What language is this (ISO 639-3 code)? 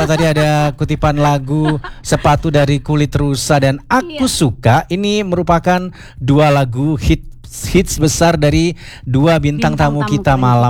ind